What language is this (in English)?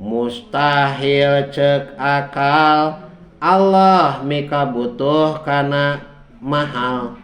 Sundanese